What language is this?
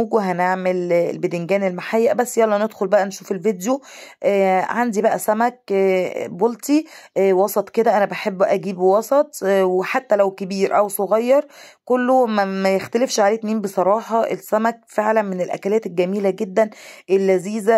Egyptian Arabic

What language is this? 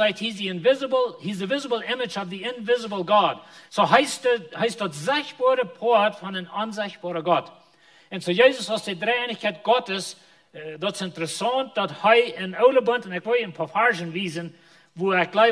Plautdietsch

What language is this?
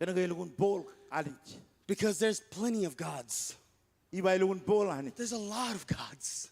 Marshallese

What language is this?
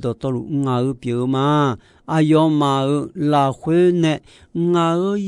Akha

